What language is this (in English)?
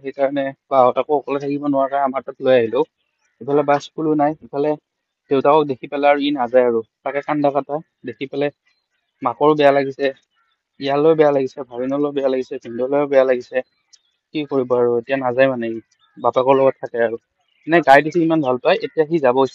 Assamese